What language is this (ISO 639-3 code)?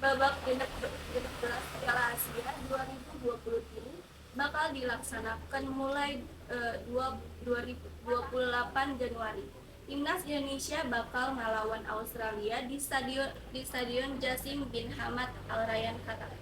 sun